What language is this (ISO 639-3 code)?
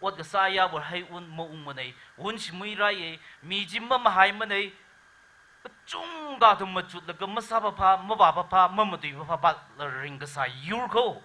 nmf